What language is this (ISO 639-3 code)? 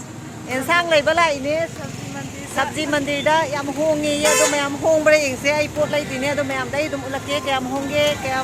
mni